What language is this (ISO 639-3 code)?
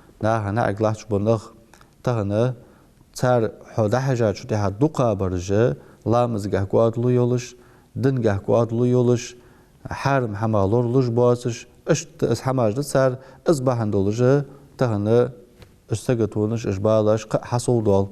inh